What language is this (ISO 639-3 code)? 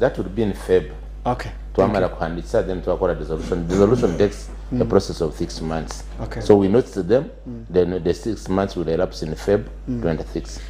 nyn